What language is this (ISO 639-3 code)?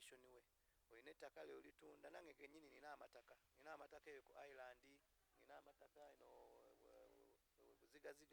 lug